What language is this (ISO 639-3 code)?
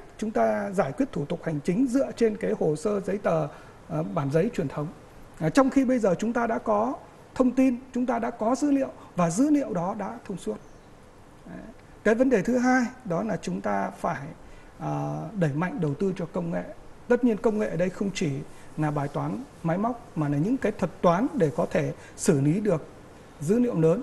vie